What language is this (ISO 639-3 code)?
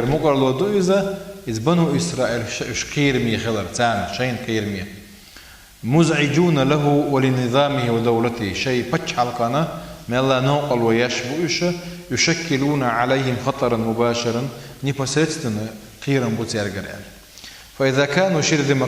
che